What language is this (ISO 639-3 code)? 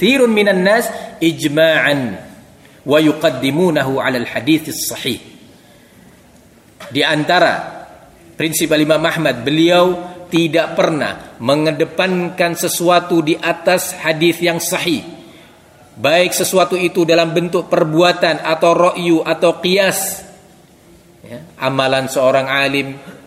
ind